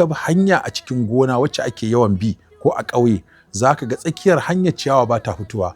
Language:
Hausa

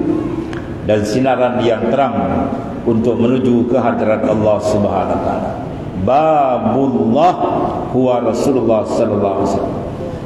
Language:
Malay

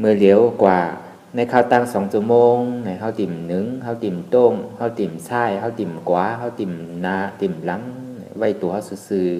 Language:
Shan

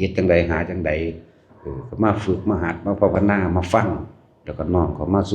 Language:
Lao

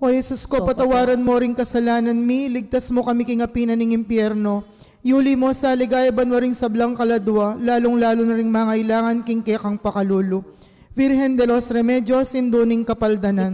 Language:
Pampanga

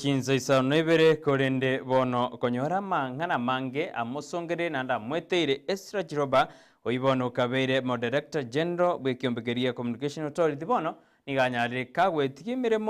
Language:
Gusii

